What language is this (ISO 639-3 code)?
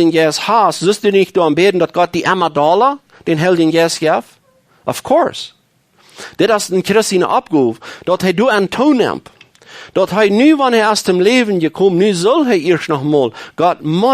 pdt